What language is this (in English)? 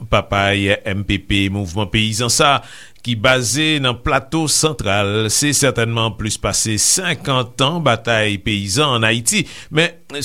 Haitian Creole